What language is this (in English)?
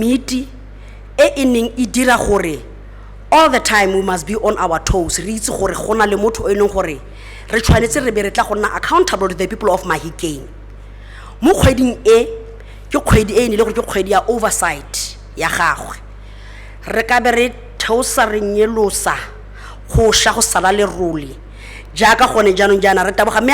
Tswana